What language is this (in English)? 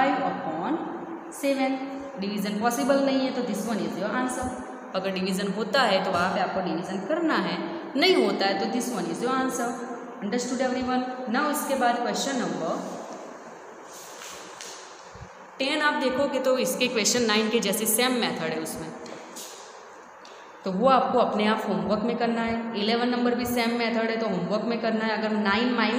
Hindi